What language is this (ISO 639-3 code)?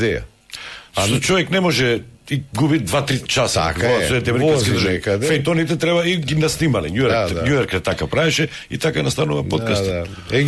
mkd